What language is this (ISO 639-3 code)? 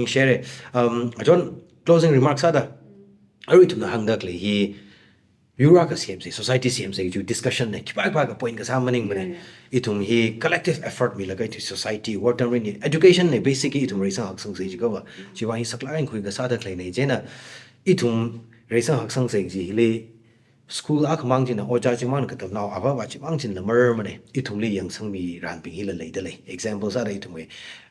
nmf